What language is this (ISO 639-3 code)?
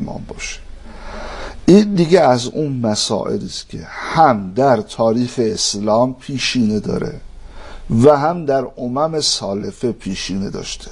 fas